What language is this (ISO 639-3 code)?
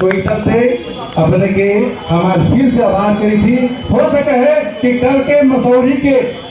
mag